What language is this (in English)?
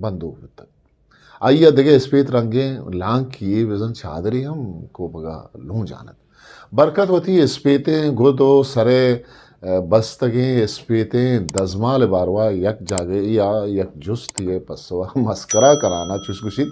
Eastern Balochi